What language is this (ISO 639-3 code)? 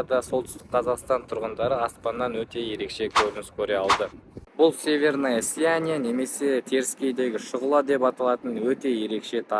kaz